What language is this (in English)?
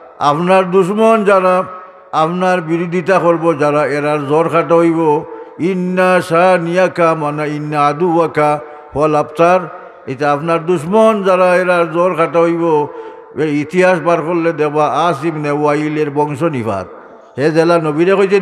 Sylheti